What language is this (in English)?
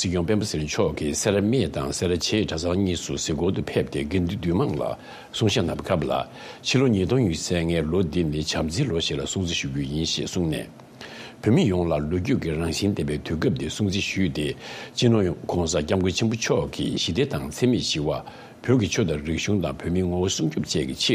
Tibetan